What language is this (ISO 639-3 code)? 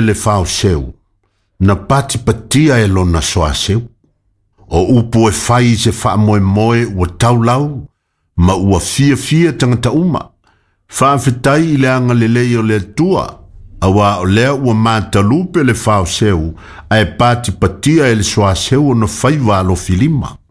smo